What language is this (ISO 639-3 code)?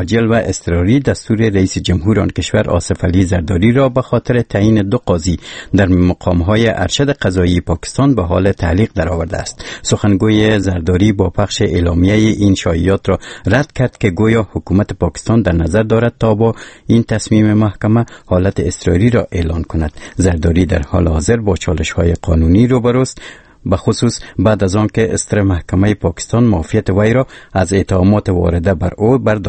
fas